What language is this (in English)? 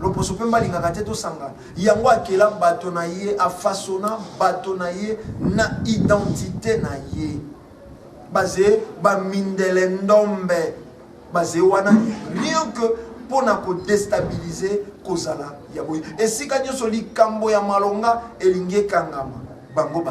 Lingala